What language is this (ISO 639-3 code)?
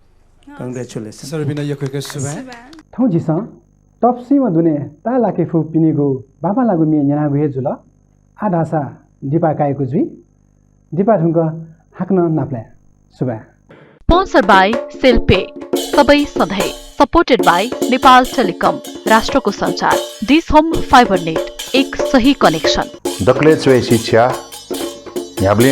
new